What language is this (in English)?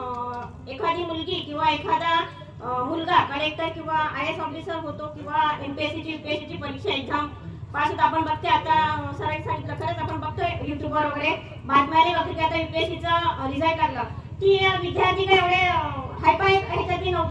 Marathi